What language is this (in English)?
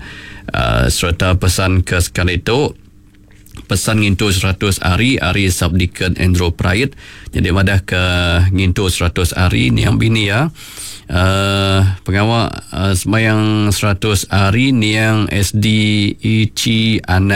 Iban